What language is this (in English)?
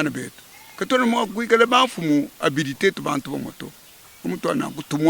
Luba-Lulua